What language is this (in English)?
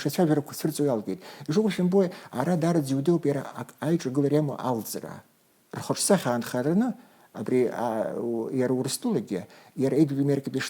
Abkhazian